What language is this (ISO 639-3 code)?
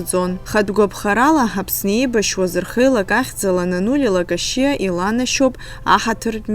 abk